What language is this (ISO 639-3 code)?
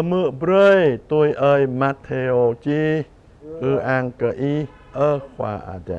jra